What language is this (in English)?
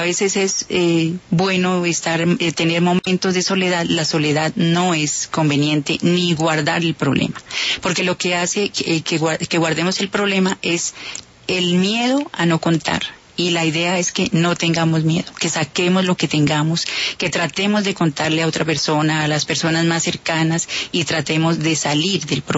Spanish